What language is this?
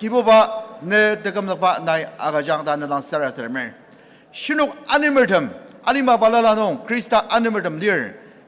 Ao Naga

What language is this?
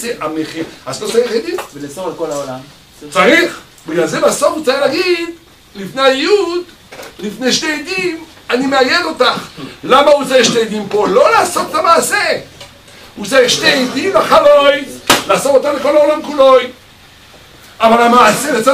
Hebrew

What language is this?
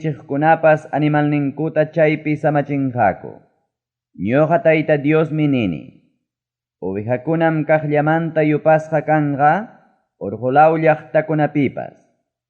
Ayacucho Quechua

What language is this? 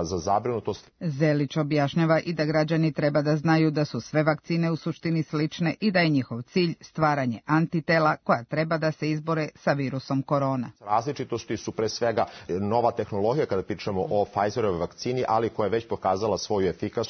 Serbian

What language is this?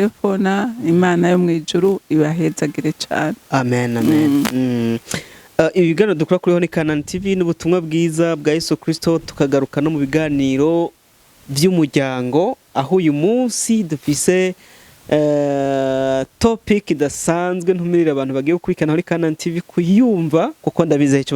Rundi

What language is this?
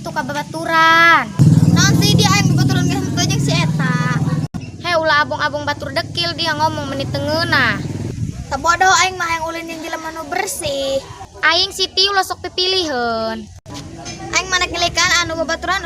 Sundanese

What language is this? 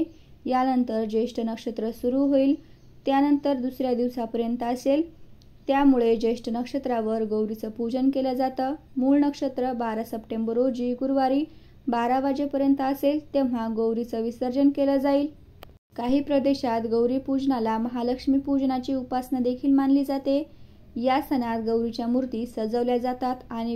Marathi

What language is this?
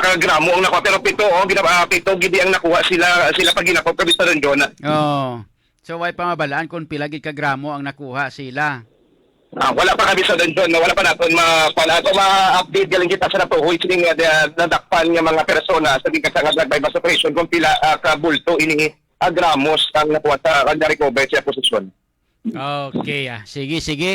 Hiligaynon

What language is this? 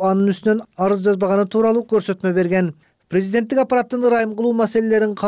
Kyrgyz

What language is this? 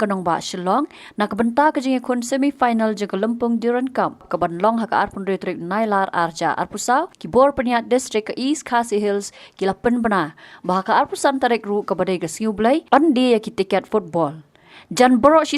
Khasi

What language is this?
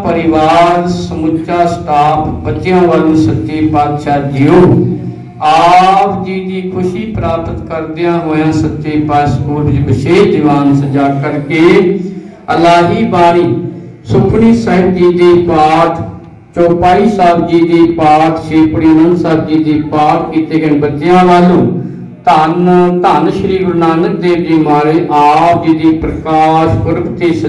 Punjabi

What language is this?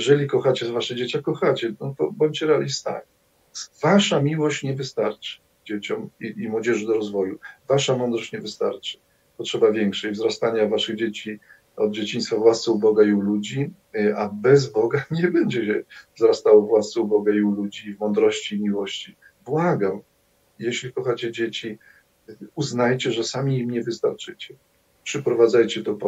Polish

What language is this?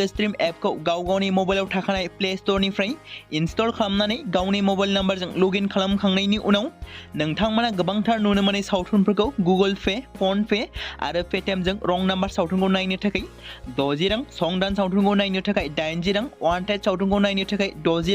Bodo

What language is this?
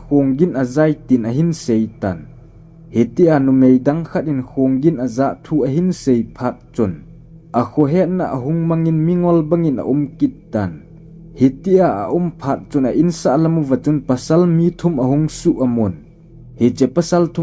Thado Chin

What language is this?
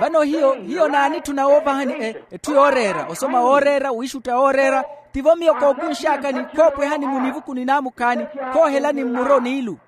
Makhuwa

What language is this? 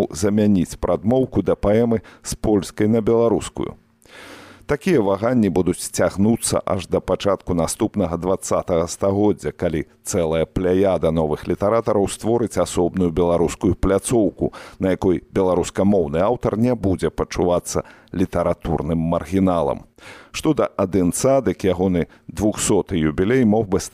Belarusian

